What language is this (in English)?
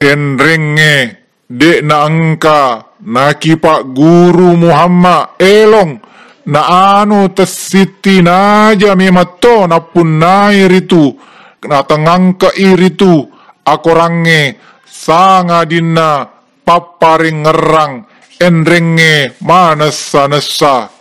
Buginese